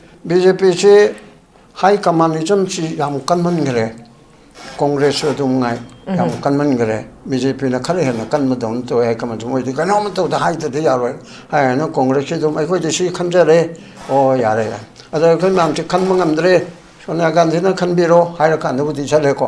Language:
Manipuri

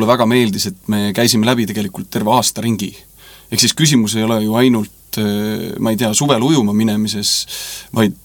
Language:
Estonian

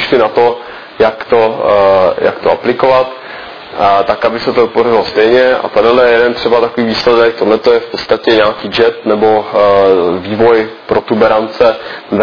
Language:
Czech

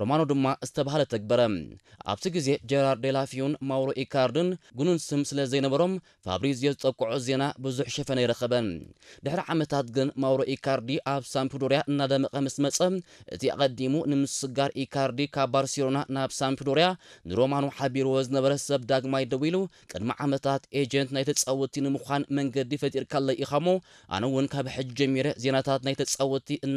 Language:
Tigrinya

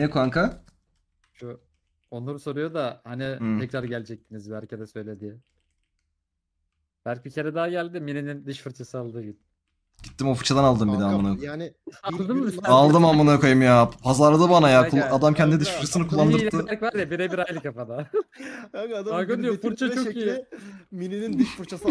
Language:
Turkish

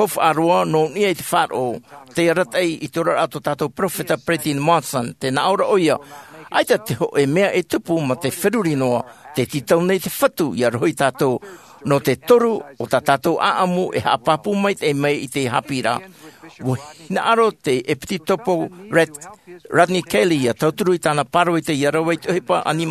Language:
Tahitian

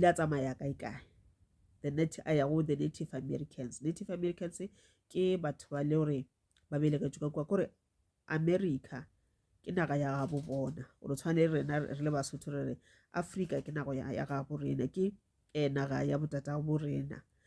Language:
Northern Sotho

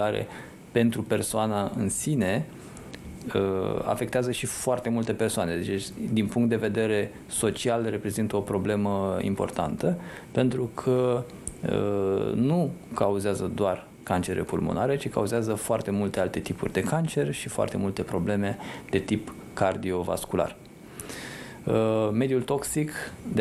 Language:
Romanian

